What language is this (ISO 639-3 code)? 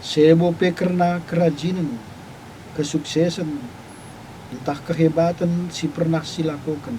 btx